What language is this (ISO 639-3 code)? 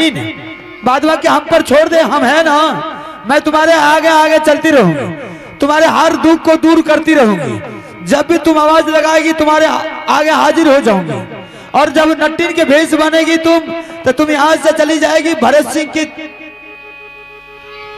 hin